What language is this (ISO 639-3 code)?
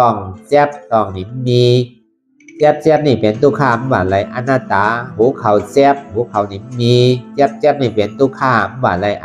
shn